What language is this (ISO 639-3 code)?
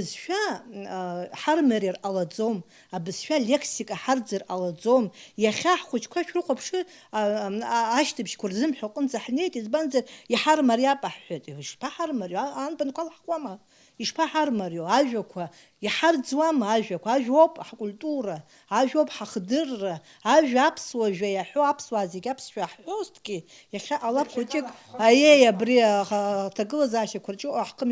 abk